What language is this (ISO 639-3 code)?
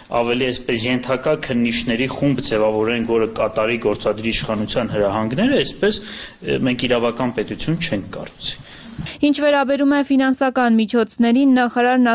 hye